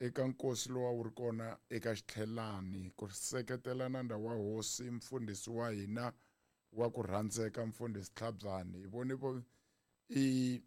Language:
Tsonga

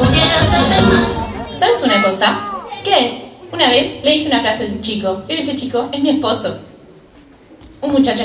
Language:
Spanish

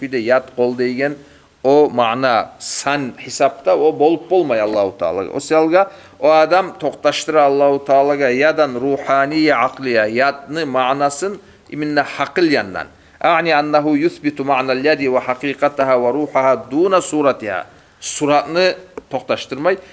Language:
Kumyk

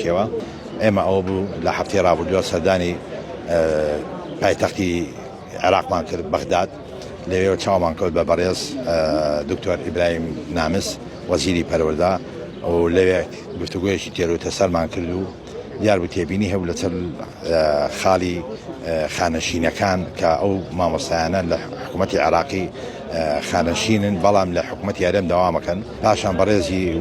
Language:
Central Kurdish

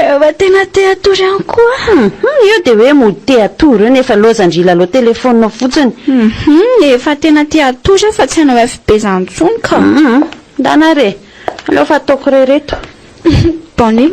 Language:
Malagasy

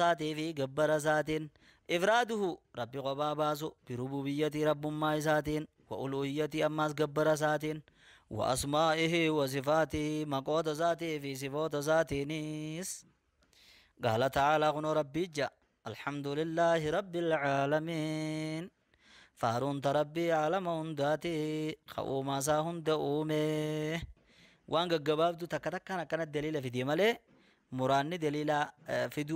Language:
Oromo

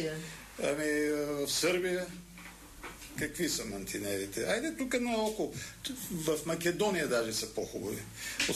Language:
Bulgarian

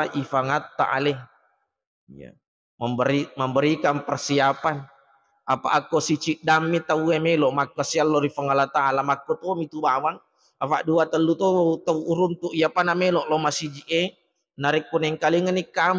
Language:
Buginese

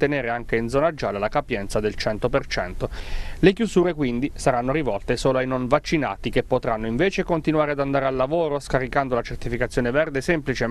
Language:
Italian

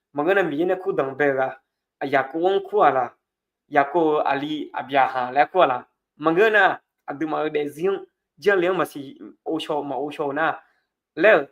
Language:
Akha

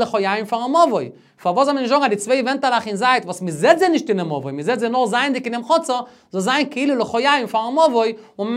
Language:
Yiddish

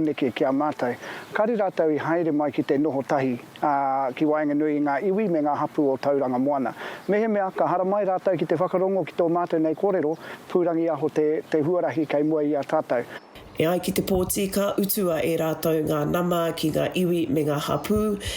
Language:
Māori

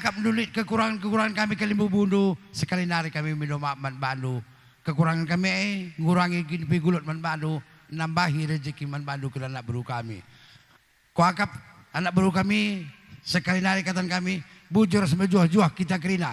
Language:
Batak Karo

